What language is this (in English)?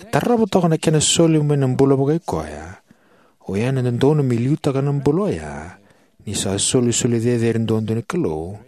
Fijian